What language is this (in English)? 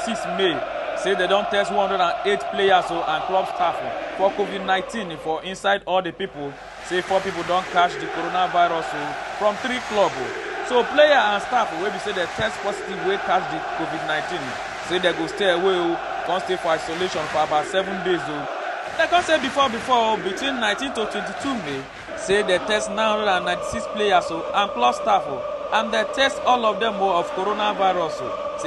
Nigerian Pidgin